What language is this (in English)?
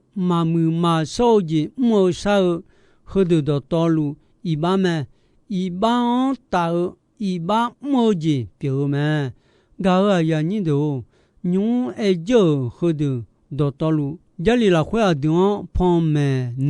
Akha